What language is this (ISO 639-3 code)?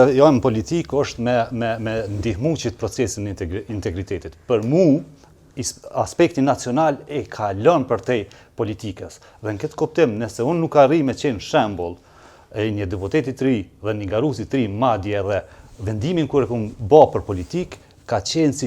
sqi